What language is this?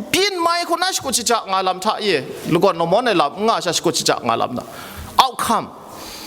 Kachin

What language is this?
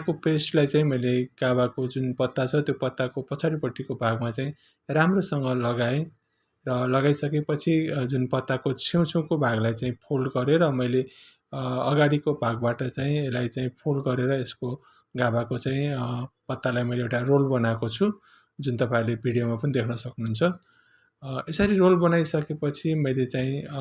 Nepali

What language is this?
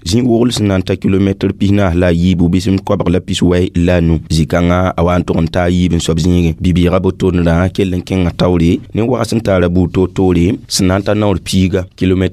Mossi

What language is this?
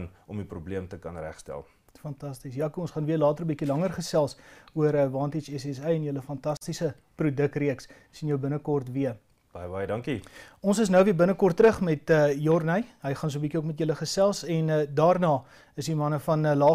Afrikaans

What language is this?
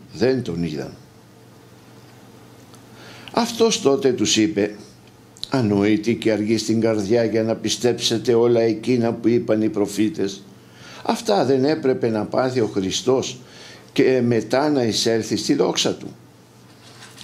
Greek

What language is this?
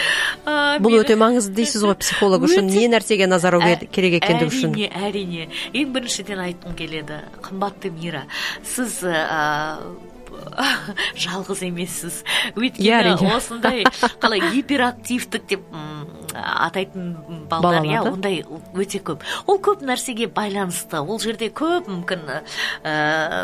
Kazakh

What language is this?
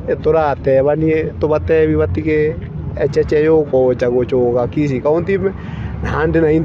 Gusii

